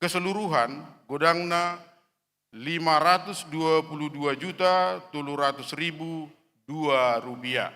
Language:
Batak Toba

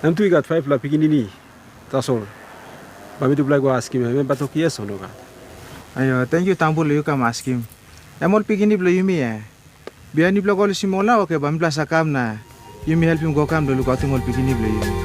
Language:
Tok Pisin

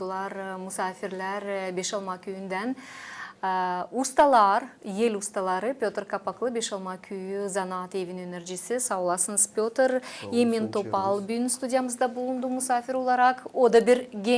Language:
Gagauz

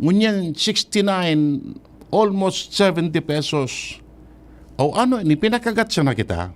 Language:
Bikol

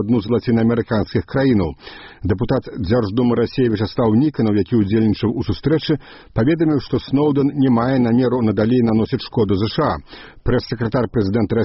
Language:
Belarusian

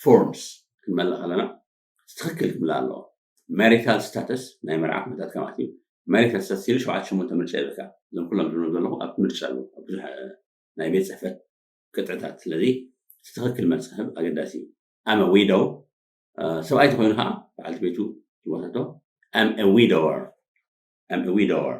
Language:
Tigrinya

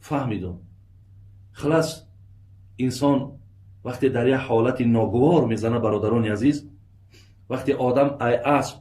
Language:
Tajik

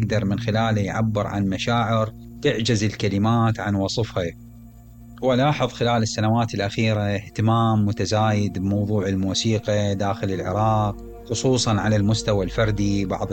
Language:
Mesopotamian Arabic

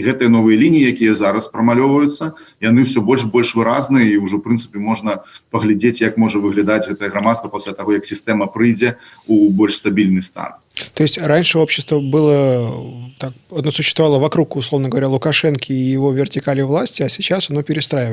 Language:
Belarusian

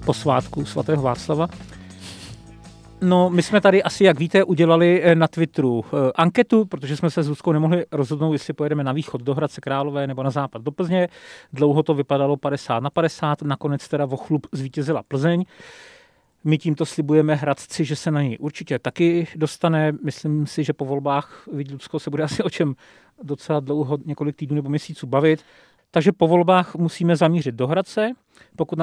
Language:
Czech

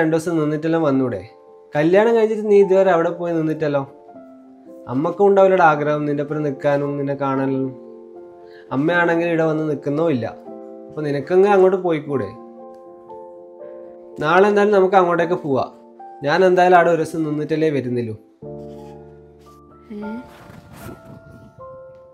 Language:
Malayalam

